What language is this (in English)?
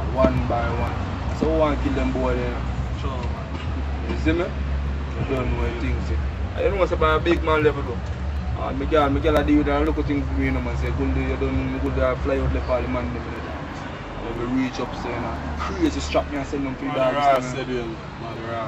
Jamaican Creole English